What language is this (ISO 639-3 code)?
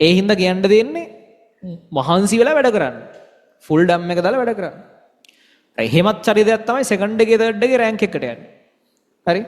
sin